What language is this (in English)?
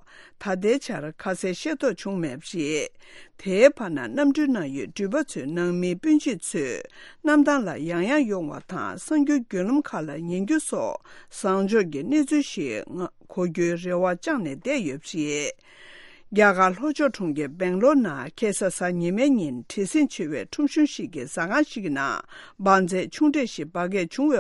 Tibetan